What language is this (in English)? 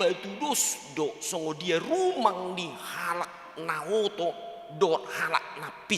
Batak Toba